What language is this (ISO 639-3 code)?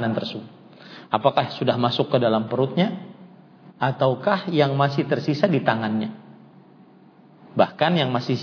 ind